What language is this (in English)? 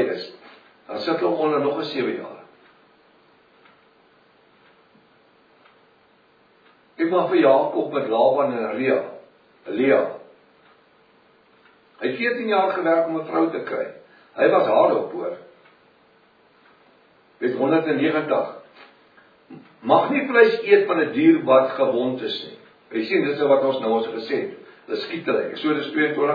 Afrikaans